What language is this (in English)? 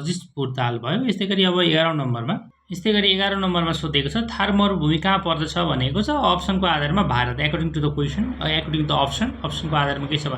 Nepali